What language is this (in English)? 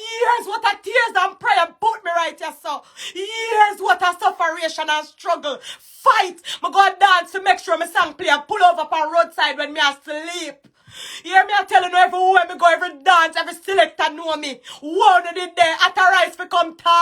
Jamaican Creole English